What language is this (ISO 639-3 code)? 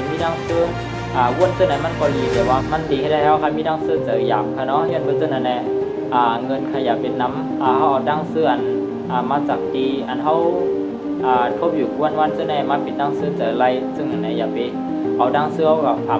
shn